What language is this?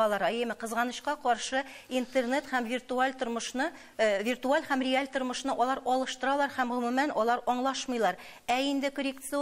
Tatar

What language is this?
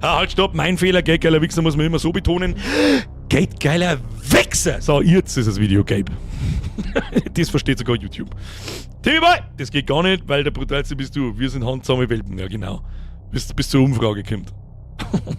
Bavarian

